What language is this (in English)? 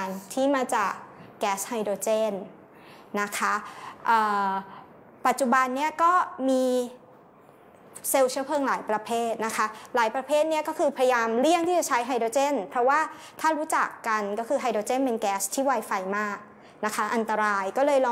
Thai